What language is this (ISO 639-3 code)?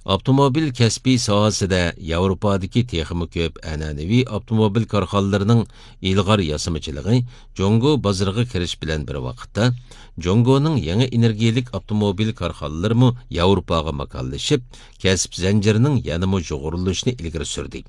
uig